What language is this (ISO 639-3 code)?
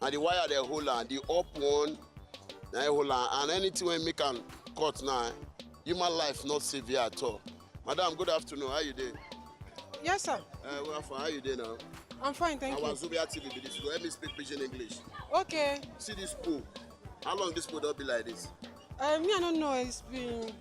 pcm